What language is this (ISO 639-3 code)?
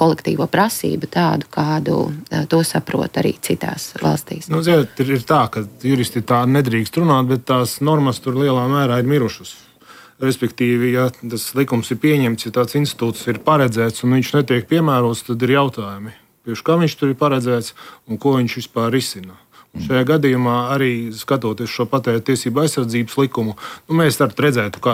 lav